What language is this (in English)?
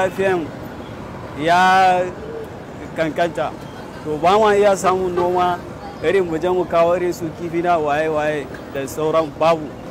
Hausa